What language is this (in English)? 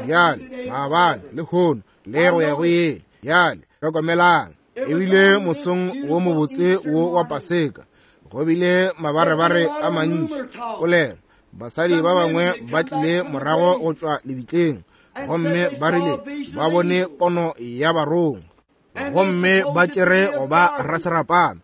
Northern Sotho